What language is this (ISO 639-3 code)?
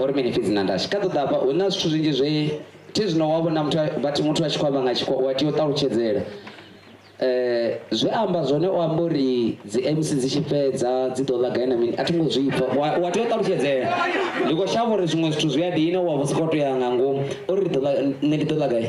ven